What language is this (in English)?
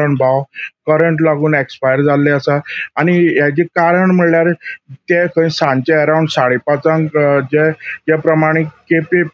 Konkani